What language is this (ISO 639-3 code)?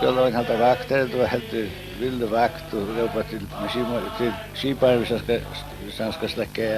fao